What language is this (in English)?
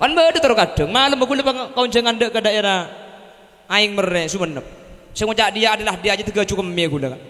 Madurese